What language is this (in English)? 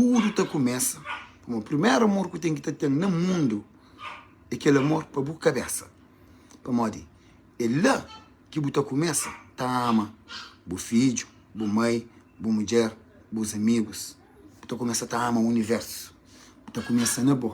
Kabuverdianu